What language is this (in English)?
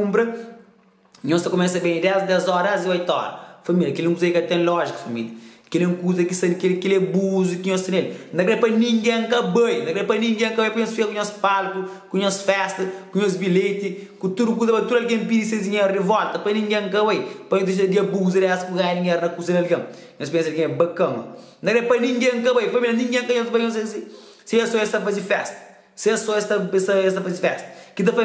Kabuverdianu